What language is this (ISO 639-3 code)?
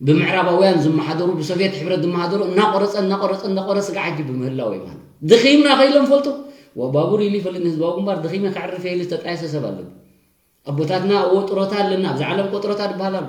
tir